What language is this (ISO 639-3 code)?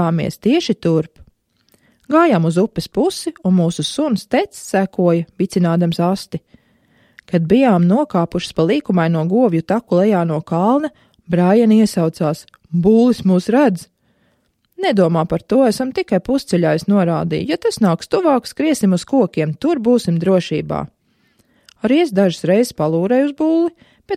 lav